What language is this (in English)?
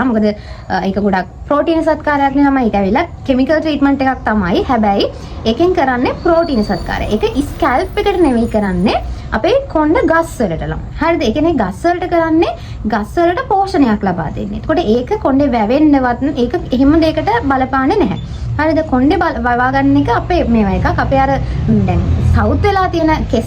Sinhala